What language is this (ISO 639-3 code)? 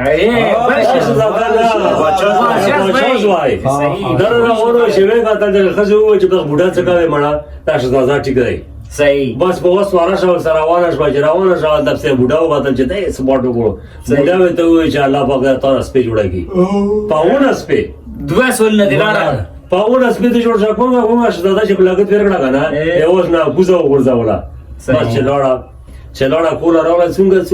pus